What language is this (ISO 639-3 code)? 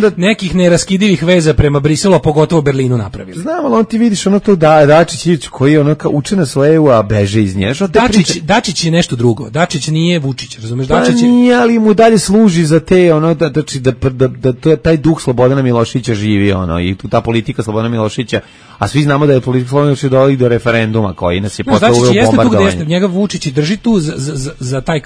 srp